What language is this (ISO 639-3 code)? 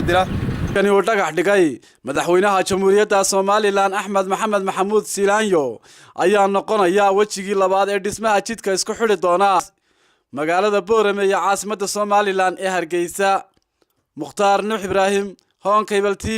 som